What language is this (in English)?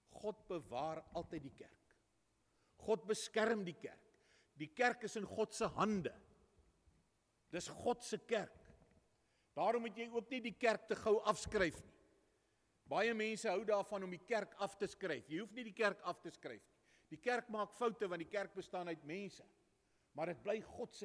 Afrikaans